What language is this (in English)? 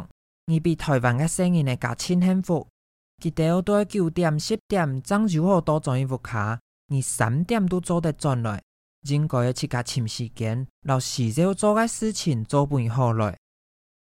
Hakka Chinese